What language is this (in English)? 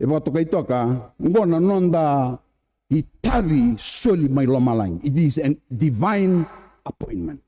Fijian